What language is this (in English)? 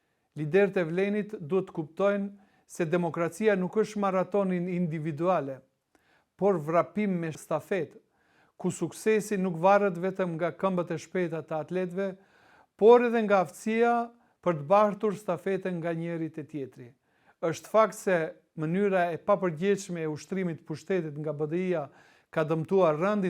Albanian